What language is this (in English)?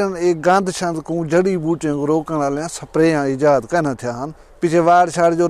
Saraiki